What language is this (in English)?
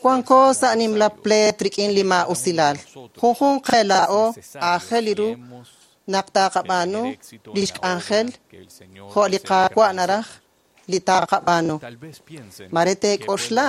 Kekchí